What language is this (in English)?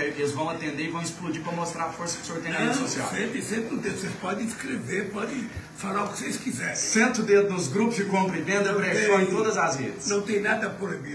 Portuguese